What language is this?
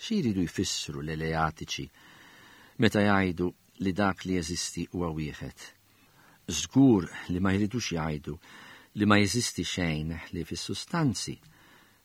Maltese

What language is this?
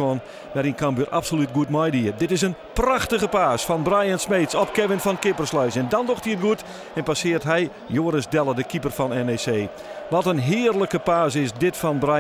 Western Frisian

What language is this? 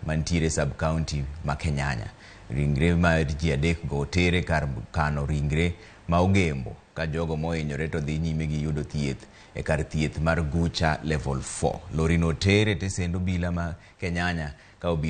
Luo (Kenya and Tanzania)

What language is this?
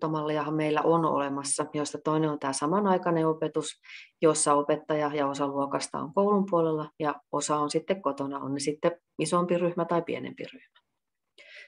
Finnish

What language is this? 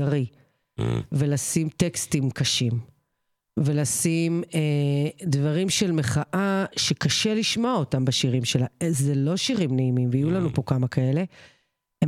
Hebrew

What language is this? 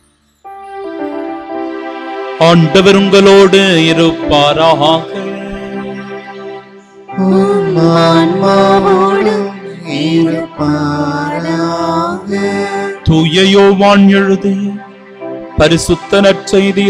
Tamil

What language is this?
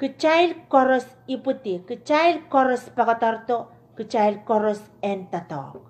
Pohnpeian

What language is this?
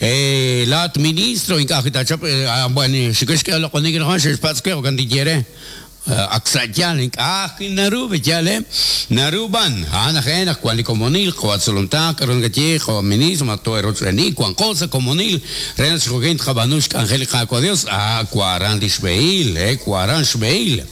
Kekchí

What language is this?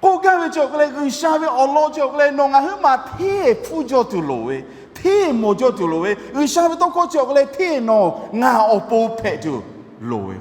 Lahu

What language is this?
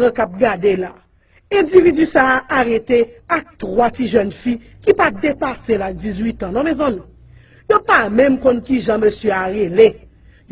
Haitian Creole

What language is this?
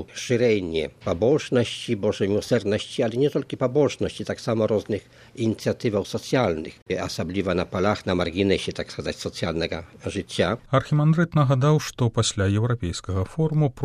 Belarusian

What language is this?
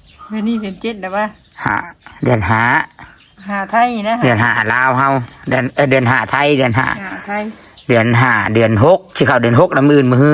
Northeastern Thai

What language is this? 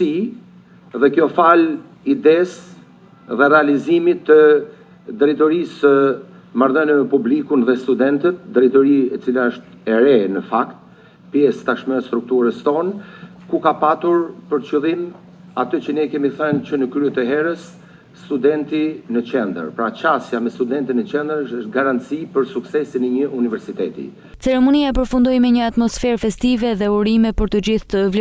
Albanian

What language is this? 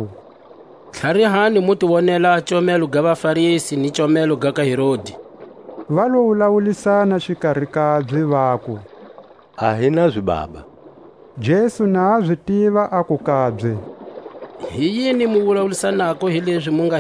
Tswa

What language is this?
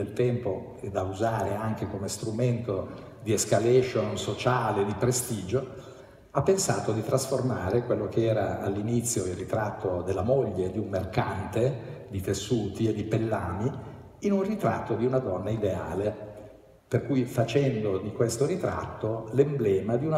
Italian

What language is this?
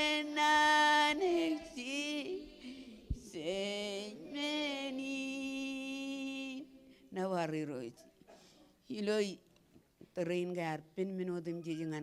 Marshallese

